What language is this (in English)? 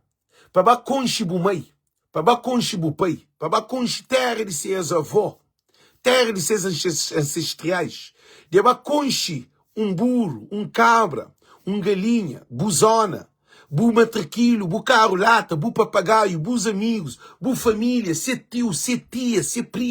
Kabuverdianu